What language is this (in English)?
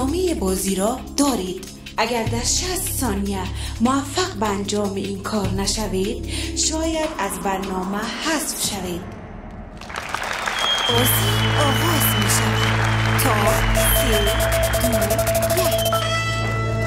Persian